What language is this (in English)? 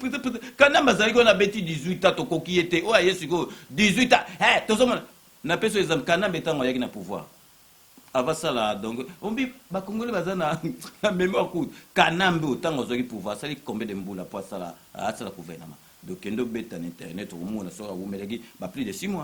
Lingala